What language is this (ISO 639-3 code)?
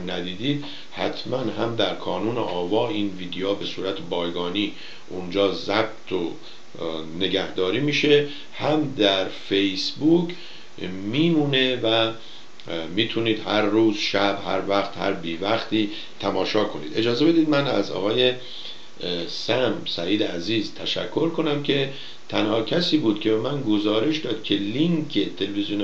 fas